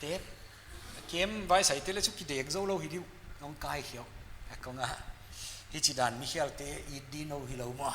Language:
Paite Chin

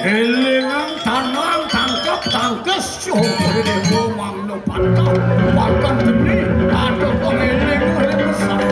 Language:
Balinese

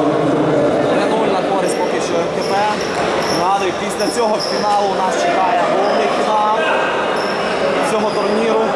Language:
Ukrainian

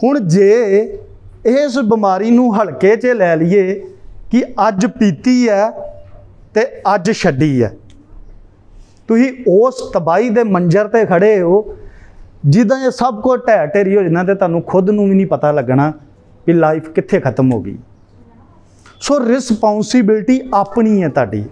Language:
Punjabi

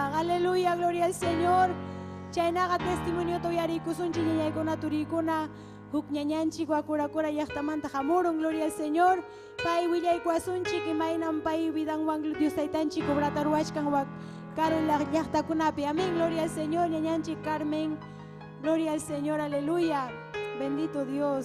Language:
Ayacucho Quechua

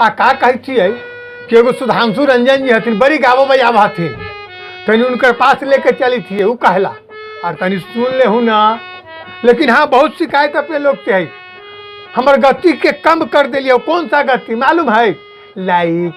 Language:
Magahi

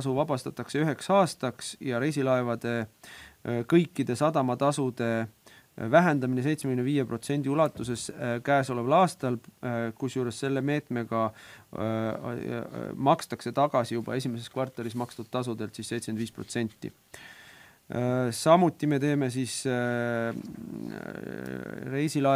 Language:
Estonian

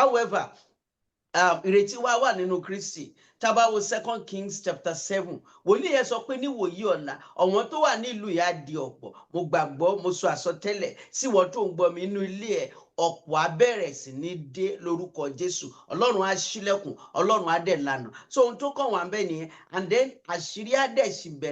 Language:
Yoruba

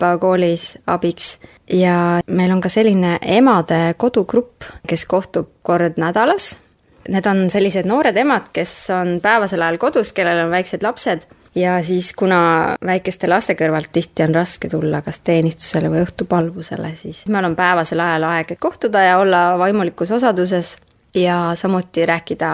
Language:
Estonian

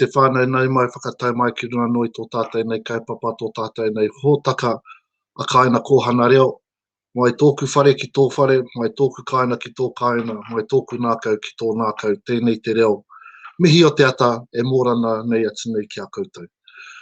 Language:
Māori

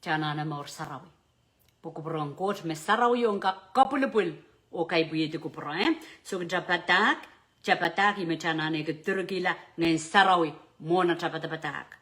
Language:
Pohnpeian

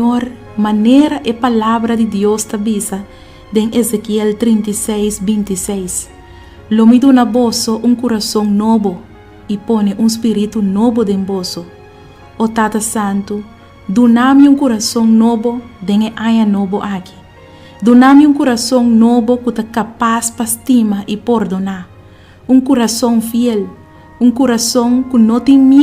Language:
Papiamento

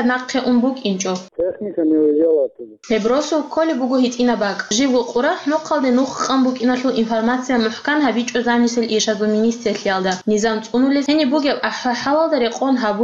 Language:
Avaric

